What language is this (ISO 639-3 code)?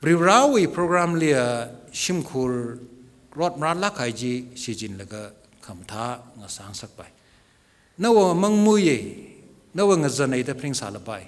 nmf